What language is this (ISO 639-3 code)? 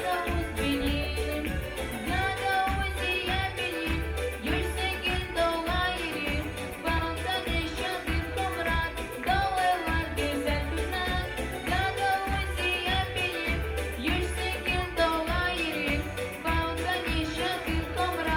gag